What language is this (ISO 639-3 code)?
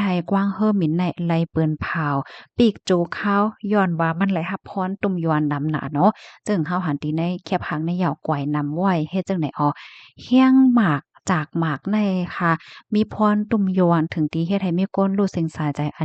shn